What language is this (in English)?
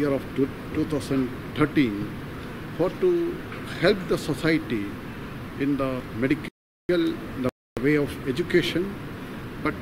Konkani